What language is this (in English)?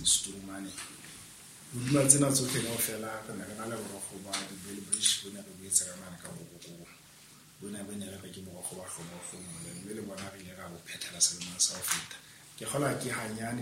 Southern Sotho